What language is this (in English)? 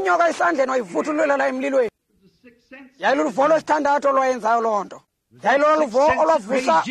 Xhosa